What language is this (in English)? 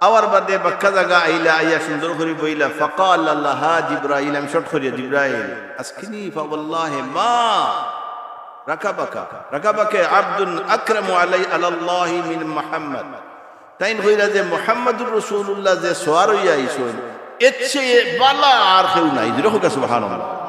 Sylheti